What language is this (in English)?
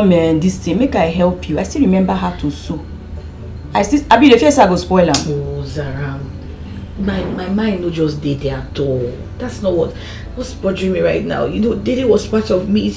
Nigerian Pidgin